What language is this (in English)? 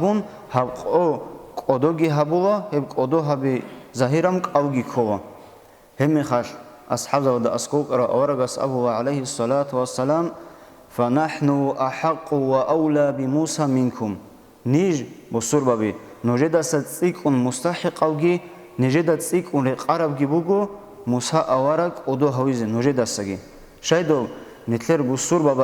Avaric